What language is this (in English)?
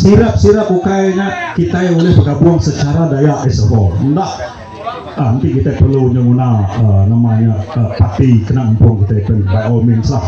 Iban